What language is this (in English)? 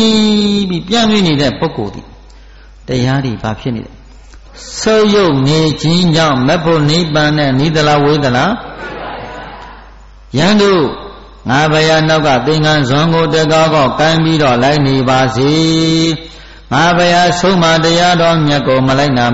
Burmese